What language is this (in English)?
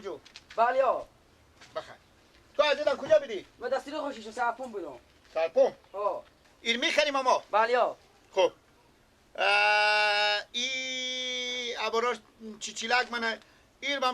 Persian